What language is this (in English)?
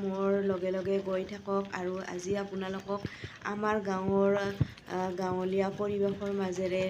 Assamese